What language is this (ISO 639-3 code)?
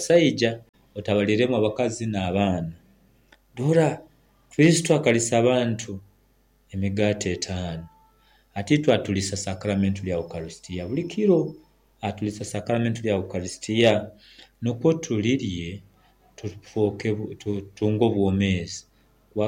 nyo